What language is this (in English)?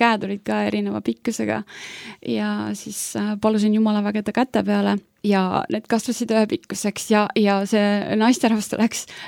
Estonian